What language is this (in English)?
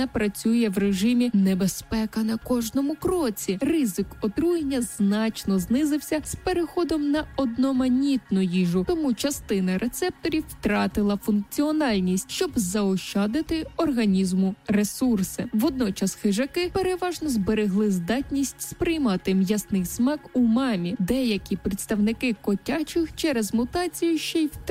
Ukrainian